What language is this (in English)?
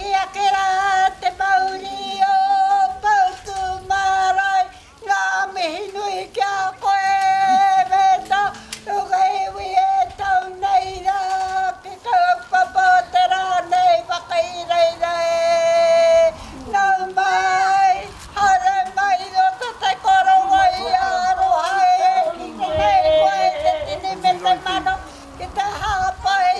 Māori